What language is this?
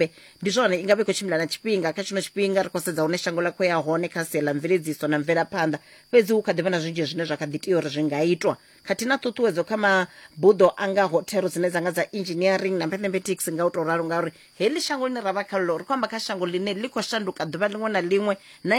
Venda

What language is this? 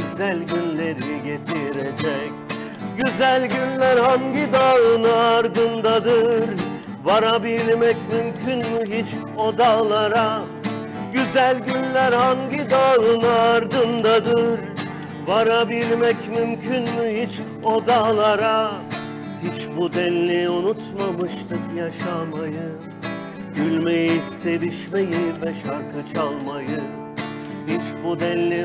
Turkish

